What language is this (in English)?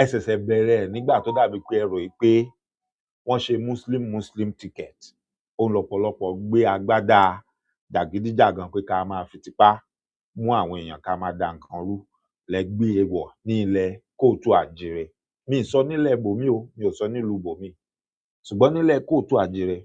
Yoruba